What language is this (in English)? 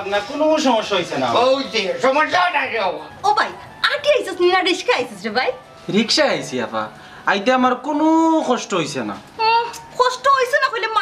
Sylheti